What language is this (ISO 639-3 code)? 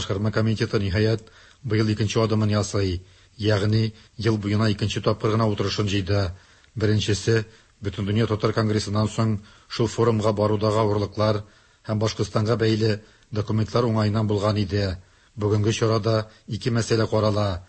tat